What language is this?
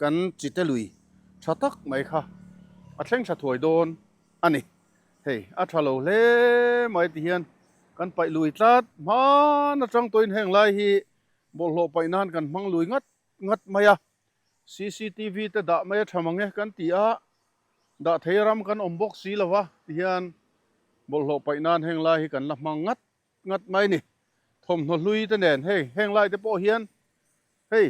Mizo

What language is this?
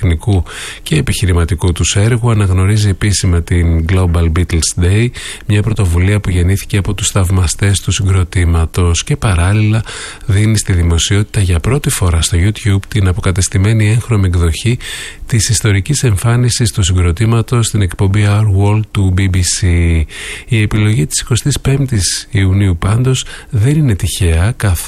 Greek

